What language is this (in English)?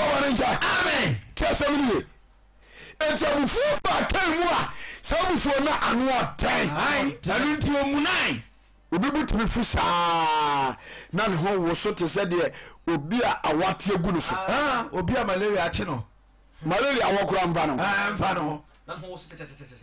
Akan